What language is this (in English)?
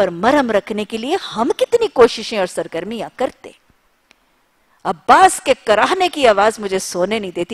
Urdu